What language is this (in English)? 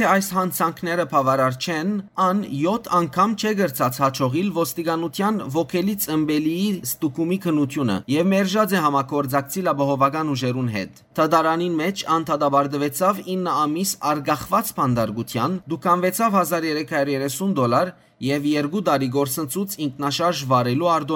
Western Armenian